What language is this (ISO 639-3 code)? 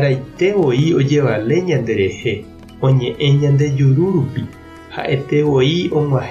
grn